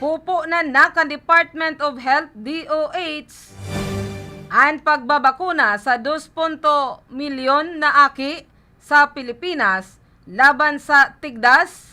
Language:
Bikol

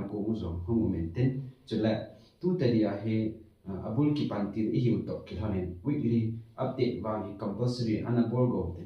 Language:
Thado Chin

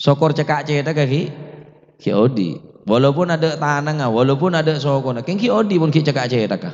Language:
Madurese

